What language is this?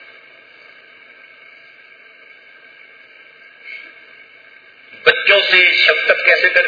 Urdu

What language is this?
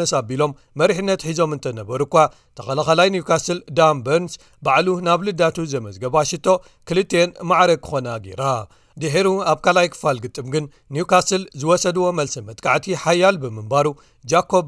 Tigrinya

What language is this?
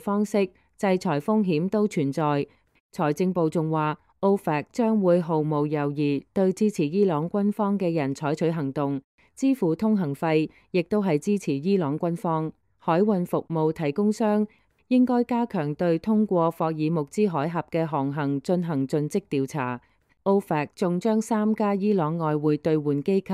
Cantonese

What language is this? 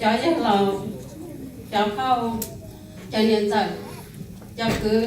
Hmong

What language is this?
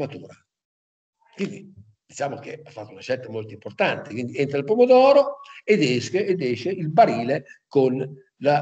Italian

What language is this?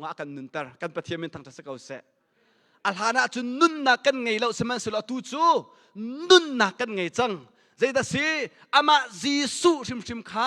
Hakha Chin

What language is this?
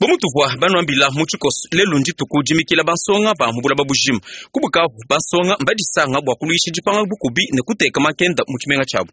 Luba-Lulua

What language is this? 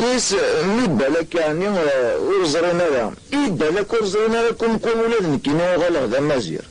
Kabyle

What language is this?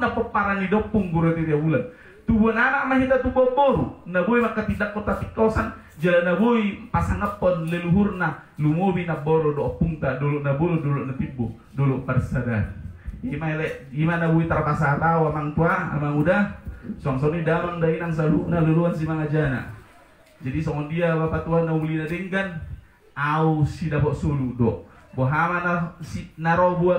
Batak Toba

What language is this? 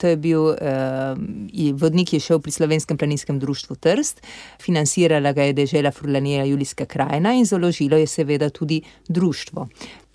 Slovenian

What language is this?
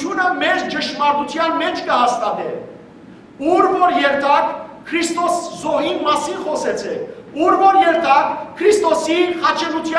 Western Armenian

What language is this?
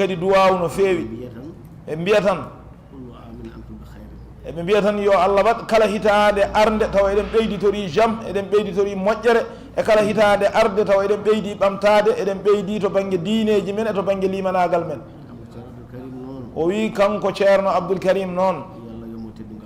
Fula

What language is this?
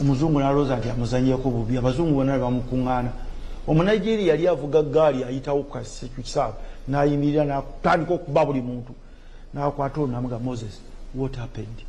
Ganda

